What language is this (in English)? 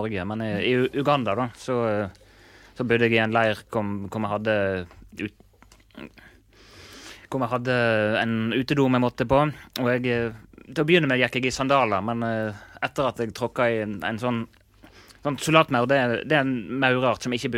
Norwegian